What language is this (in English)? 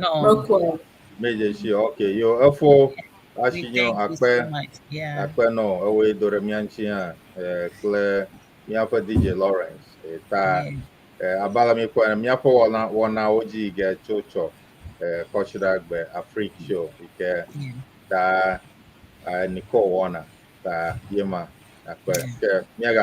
Ewe